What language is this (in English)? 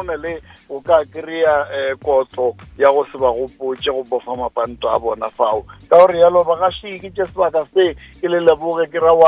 Northern Sotho